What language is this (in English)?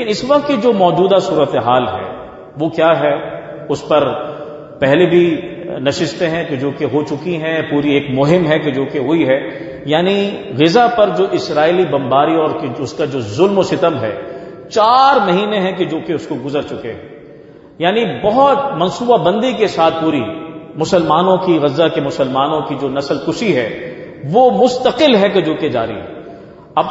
Urdu